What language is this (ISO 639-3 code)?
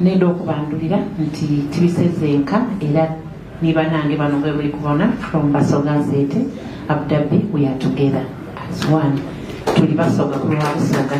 xog